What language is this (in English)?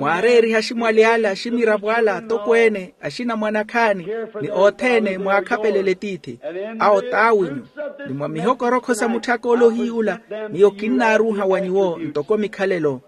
Makhuwa